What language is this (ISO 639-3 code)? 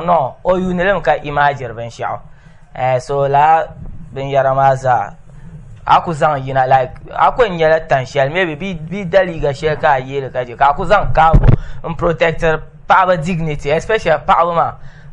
dag